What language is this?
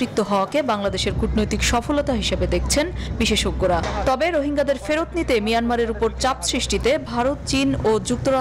Bangla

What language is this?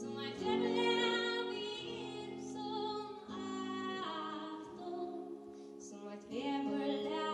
Faroese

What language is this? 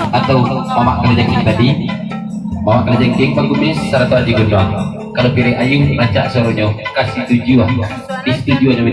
Minangkabau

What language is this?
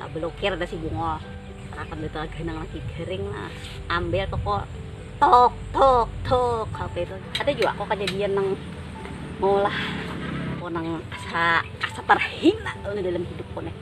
Banjar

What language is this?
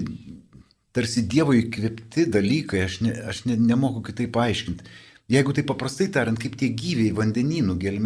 Lithuanian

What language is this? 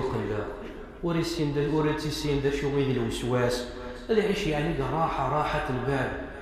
Kabyle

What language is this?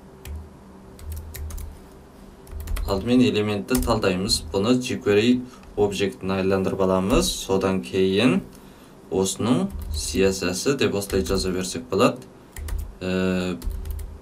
Kazakh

